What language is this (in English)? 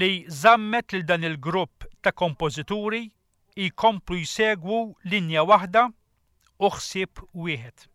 Maltese